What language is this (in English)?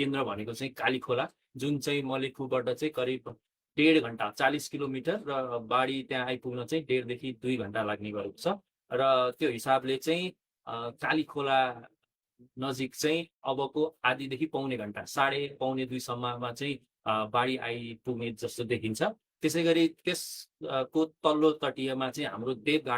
Nepali